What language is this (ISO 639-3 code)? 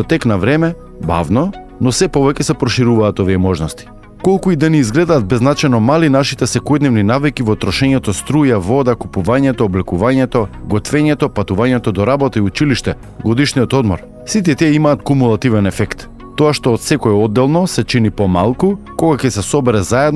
mkd